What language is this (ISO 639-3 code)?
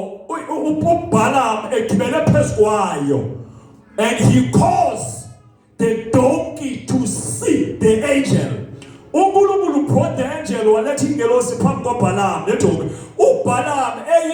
zul